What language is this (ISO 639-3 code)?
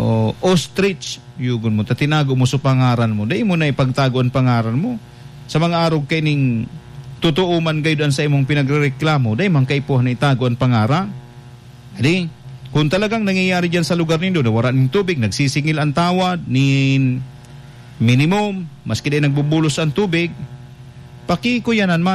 bik